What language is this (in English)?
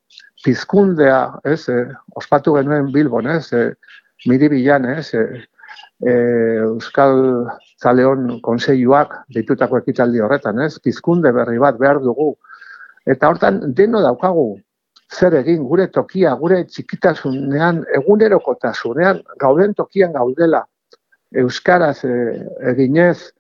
Basque